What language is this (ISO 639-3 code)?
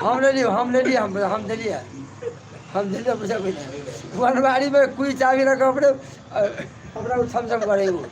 mai